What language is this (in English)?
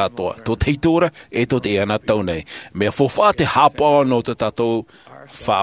Tahitian